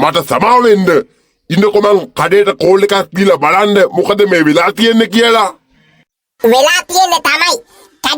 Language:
Sinhala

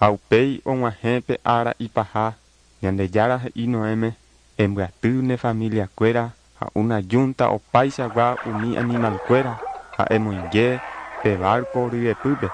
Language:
Guarani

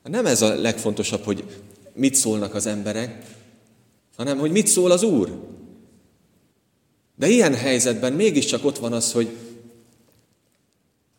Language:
Hungarian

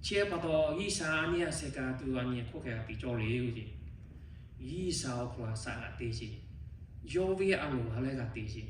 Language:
Lahu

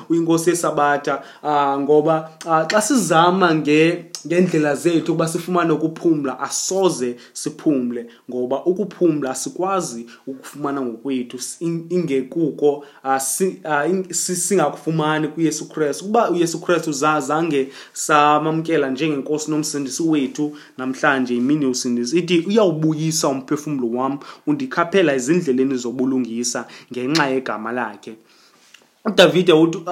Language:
Xhosa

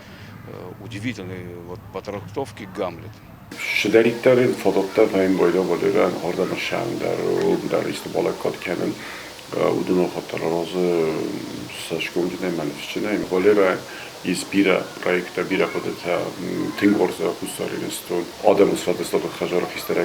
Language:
Ossetic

